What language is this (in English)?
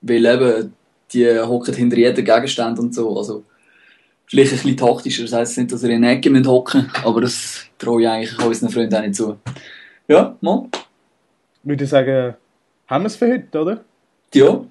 Swiss German